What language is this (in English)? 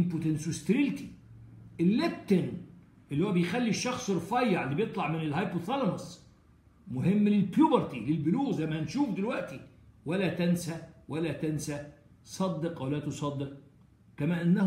Egyptian Arabic